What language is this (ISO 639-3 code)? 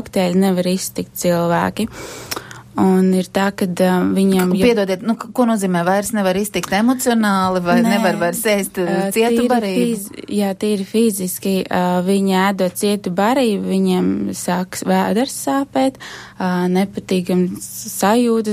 lav